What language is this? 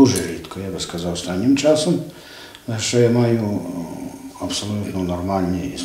Ukrainian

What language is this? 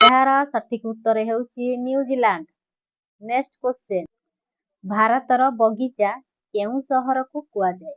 Odia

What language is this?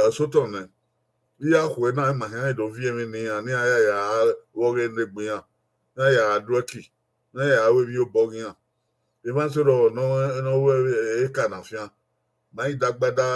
Bini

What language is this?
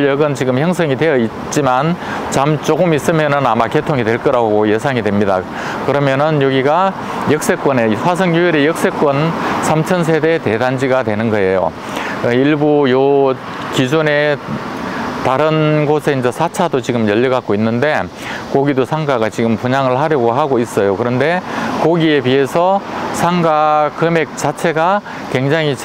Korean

